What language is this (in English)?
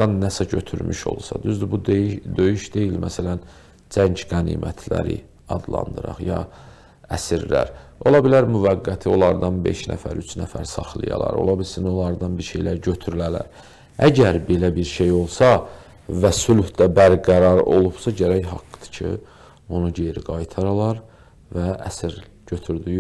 Azerbaijani